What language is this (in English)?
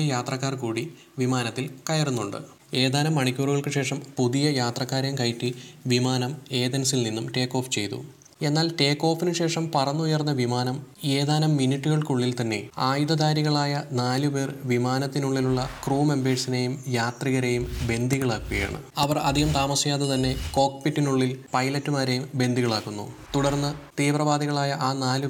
Malayalam